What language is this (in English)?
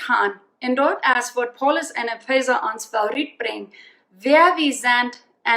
Plautdietsch